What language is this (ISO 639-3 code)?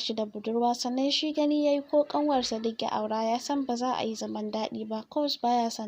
hau